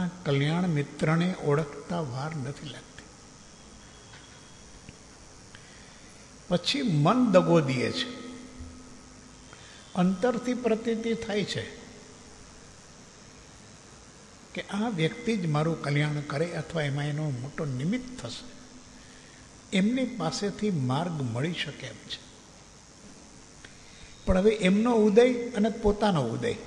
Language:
Gujarati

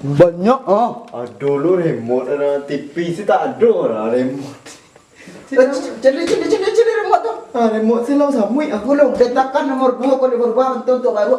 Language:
Minangkabau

